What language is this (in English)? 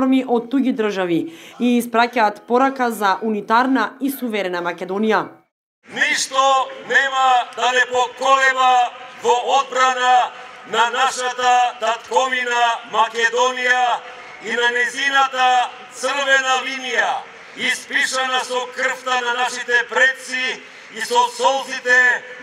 Macedonian